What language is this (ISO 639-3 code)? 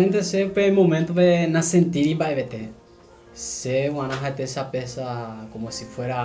grn